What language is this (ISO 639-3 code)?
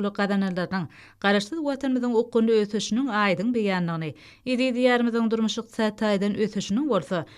tuk